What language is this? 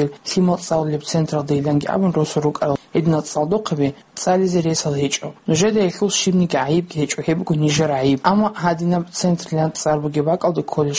Avaric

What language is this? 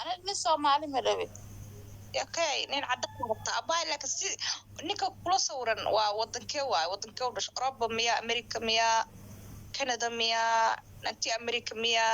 Somali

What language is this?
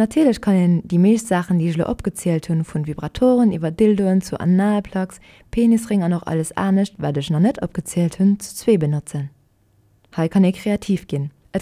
Luxembourgish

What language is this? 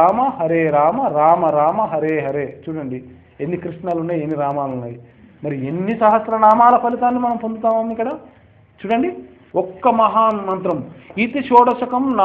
Telugu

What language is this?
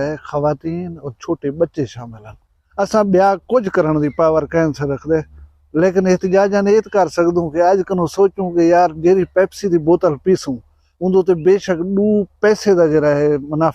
Saraiki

